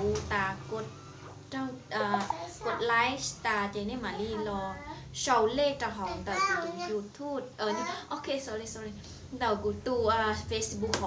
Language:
Hmong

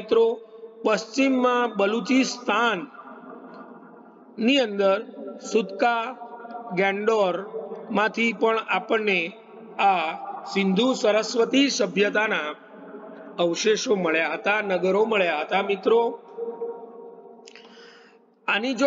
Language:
Gujarati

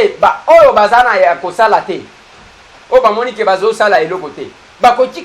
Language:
Lingala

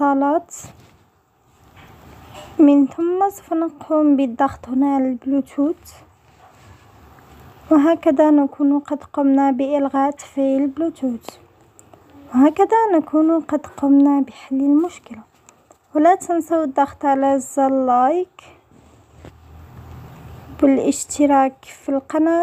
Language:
Arabic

